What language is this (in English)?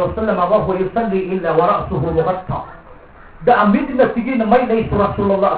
Maranao